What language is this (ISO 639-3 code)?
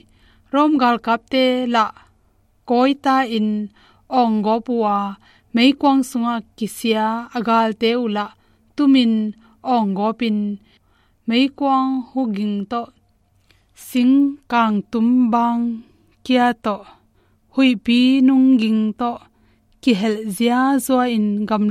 ctd